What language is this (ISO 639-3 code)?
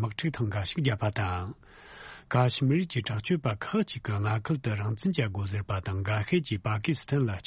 bod